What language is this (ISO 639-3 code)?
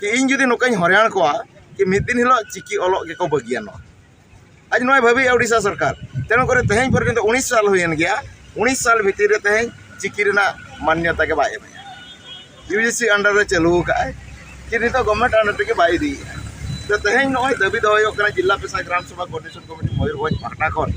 sat